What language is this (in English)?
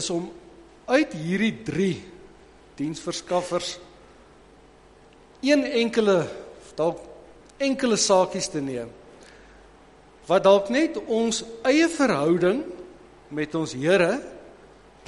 Afrikaans